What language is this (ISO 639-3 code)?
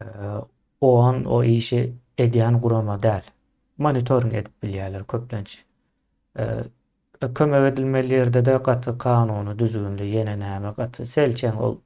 tuk